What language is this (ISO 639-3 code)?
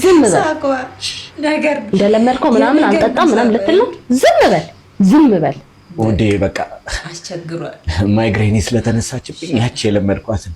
amh